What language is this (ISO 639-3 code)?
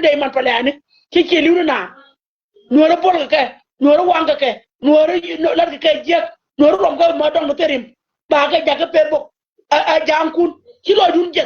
nus